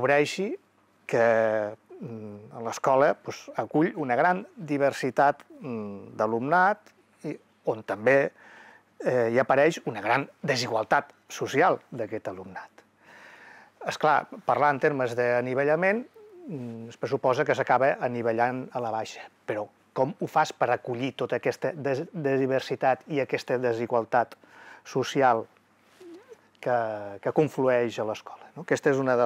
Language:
Catalan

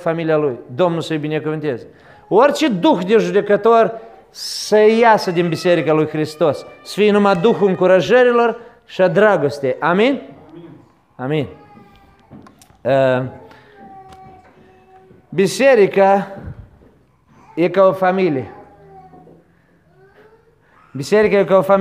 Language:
Romanian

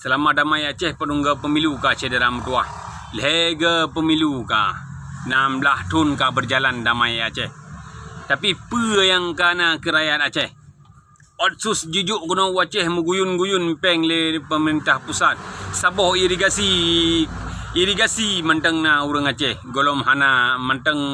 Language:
Achinese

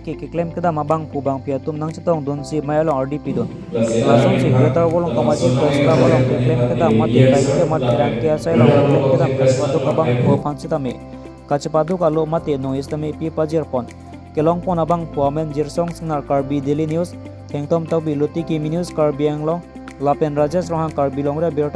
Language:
Karbi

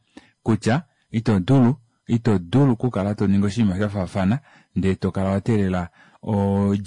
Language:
Kuanyama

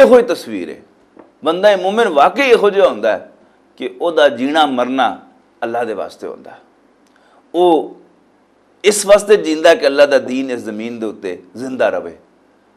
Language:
Western Panjabi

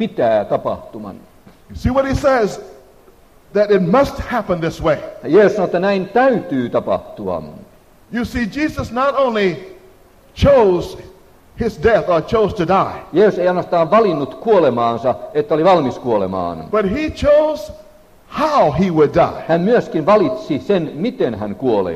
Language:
Finnish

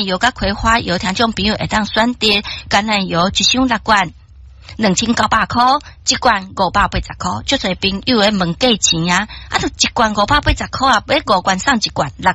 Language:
Min Nan Chinese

